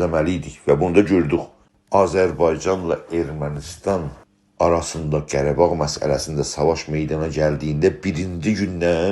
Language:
South Azerbaijani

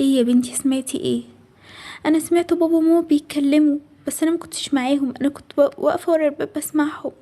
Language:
Egyptian Arabic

